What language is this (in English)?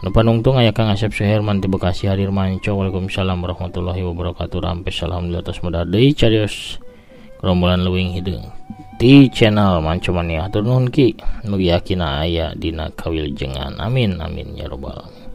Sundanese